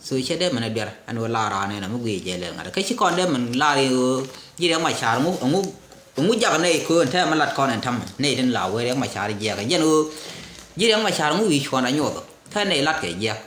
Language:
Nuer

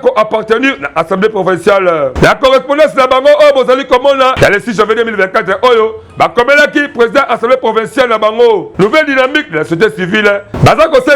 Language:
Lingala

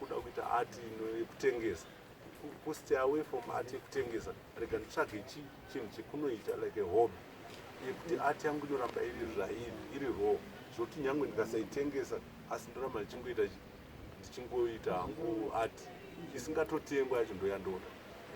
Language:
Shona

